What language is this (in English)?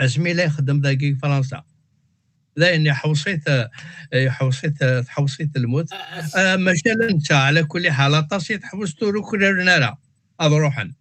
Kabyle